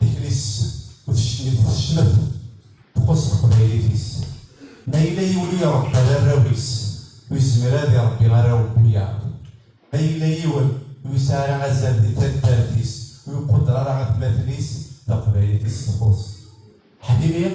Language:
Kabyle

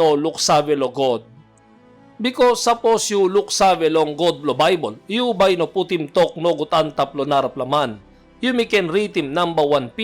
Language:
Tok Pisin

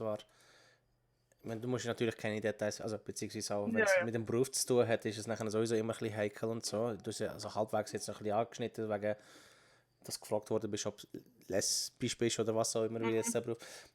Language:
Swiss German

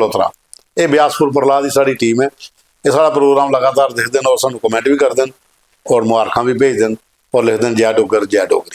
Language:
Dogri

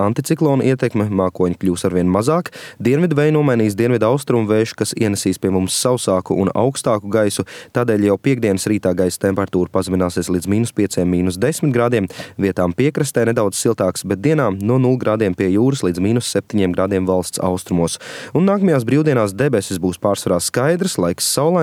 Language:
Latvian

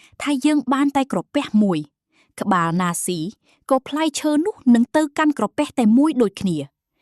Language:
Khmer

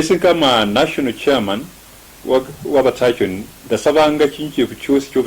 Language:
Luyia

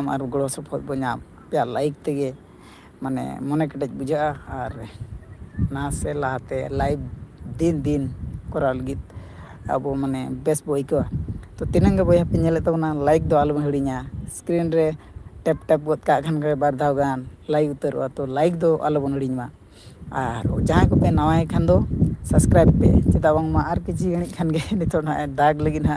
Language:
Santali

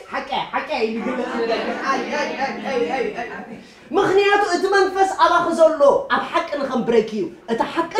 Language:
Tigrinya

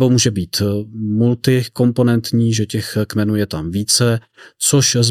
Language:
Czech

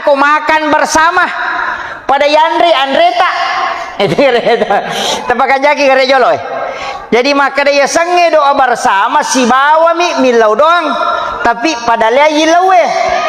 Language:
Buginese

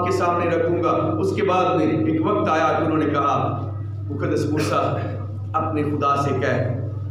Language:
Urdu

